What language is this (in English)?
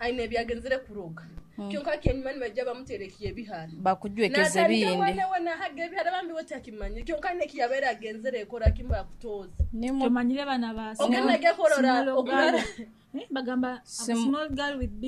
Nyoro